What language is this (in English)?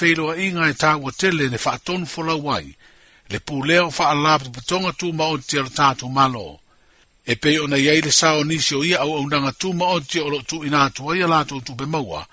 Samoan